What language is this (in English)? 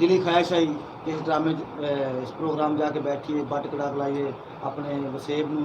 Saraiki